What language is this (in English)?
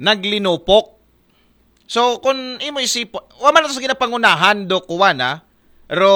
Aklanon